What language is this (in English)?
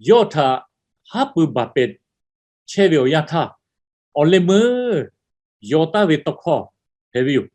Lahu